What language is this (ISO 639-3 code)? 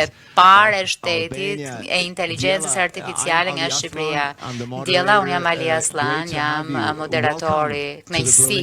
sqi